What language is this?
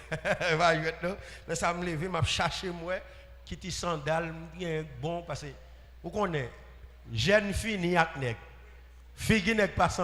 Haitian Creole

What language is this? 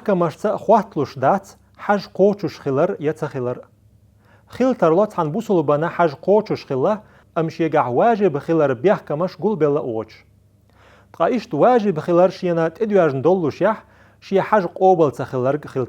Chechen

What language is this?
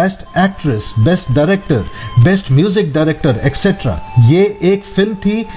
Hindi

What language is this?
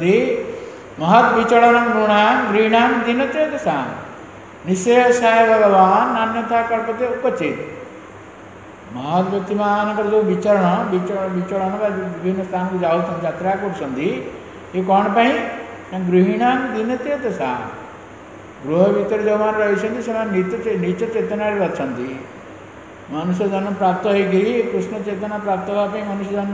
Odia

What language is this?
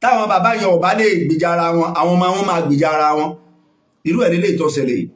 Yoruba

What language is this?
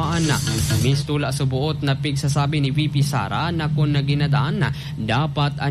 Bikol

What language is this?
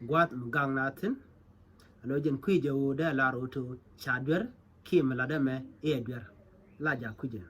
Nuer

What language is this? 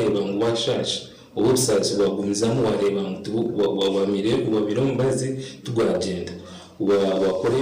Nyankole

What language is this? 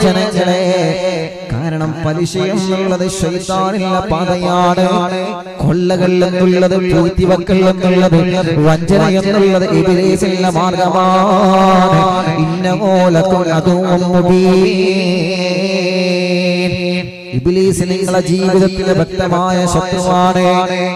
Malayalam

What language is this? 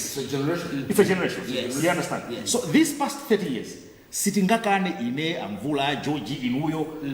Nyanja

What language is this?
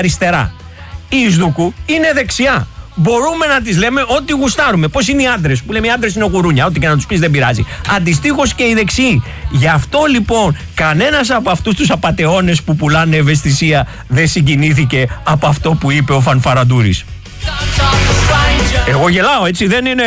Greek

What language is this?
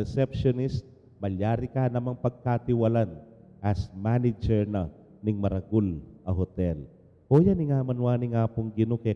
Pampanga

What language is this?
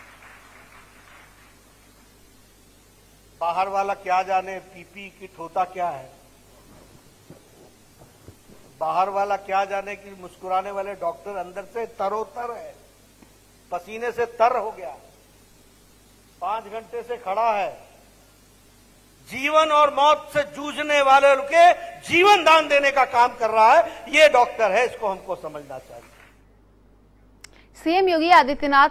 Hindi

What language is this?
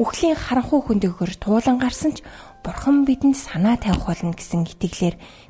Mongolian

